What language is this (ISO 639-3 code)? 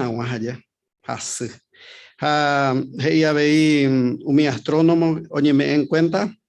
grn